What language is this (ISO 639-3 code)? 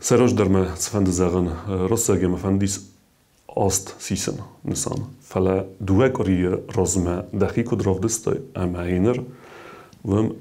oss